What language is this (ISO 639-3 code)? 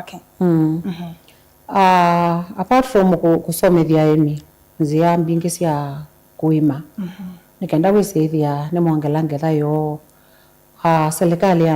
kam